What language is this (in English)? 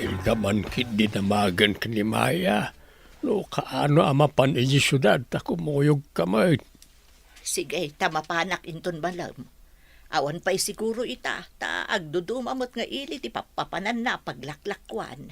Iloko